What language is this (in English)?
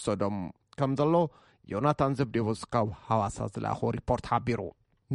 Tigrinya